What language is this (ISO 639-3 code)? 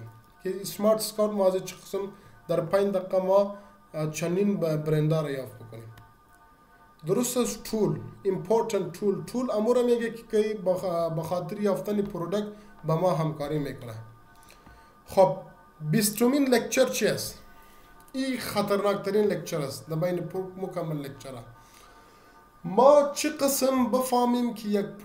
fas